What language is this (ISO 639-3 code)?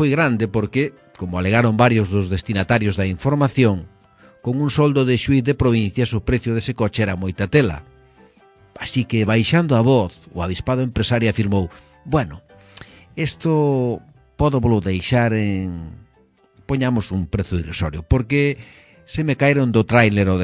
glg